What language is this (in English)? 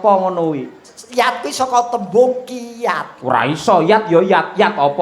Javanese